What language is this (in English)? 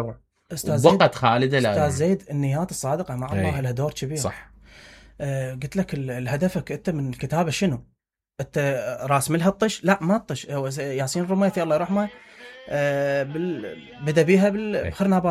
Mesopotamian Arabic